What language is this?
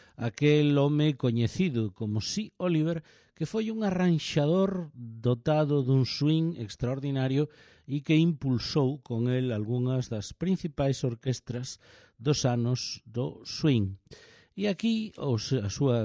Galician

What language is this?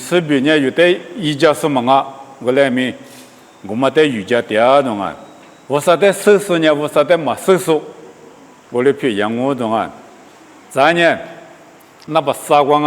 Lisu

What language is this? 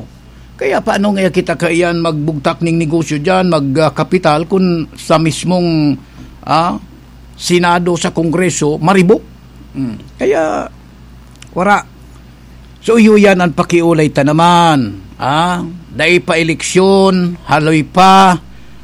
Bikol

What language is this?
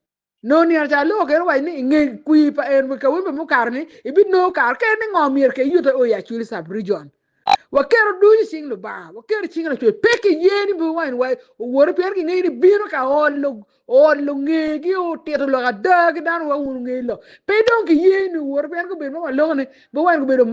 Acoli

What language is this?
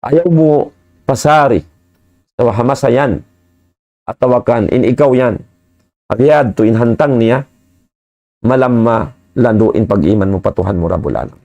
Tausug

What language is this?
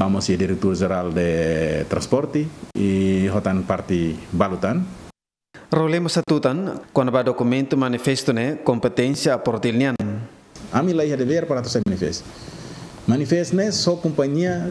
Tetum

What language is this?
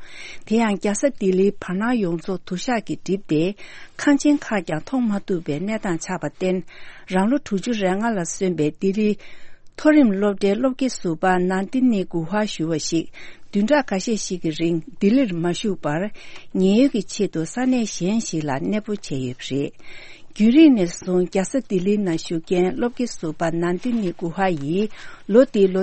Tibetan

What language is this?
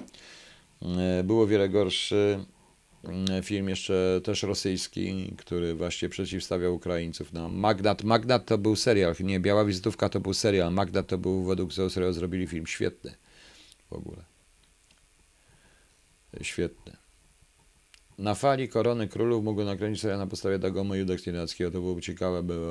Polish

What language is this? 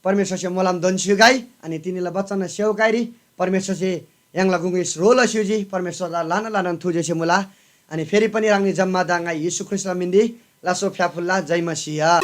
Eastern Tamang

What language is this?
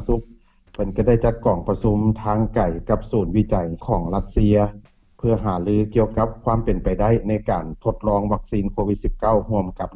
Lao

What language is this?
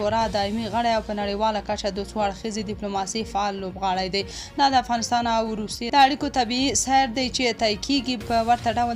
Pashto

